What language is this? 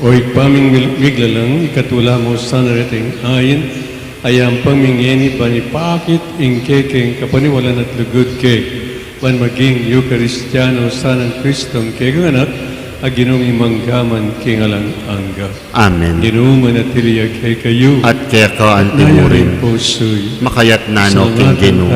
Pampanga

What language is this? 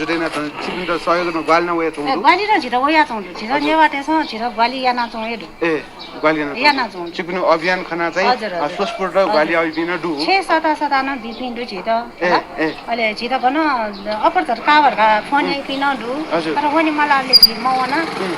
Newari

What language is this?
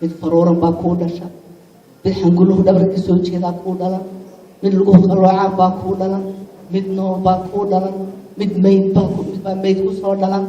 Somali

